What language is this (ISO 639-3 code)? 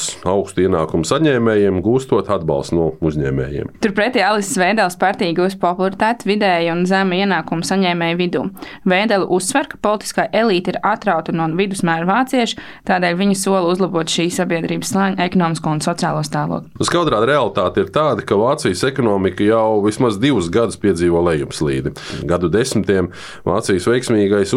lav